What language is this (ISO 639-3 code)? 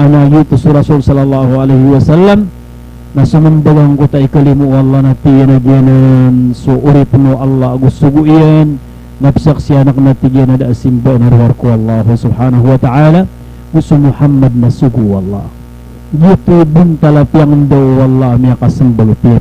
mrw